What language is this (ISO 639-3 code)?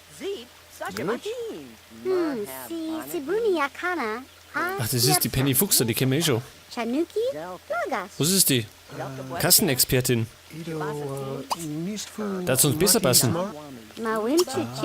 bar